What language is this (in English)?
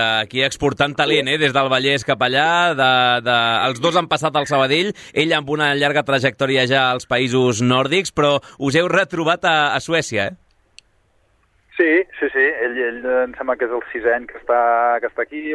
Catalan